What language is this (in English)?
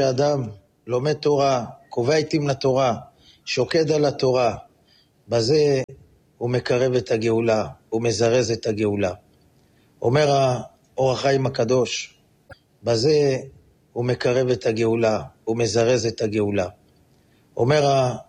Hebrew